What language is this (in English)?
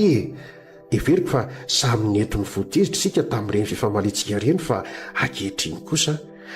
Malagasy